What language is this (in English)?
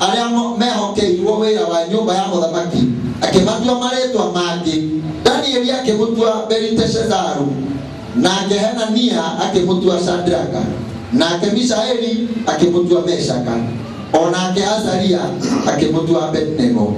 Kikuyu